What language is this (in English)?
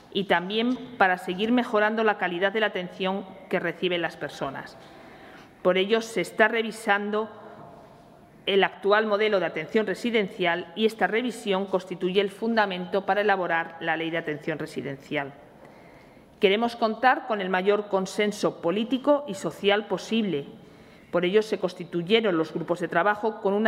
Spanish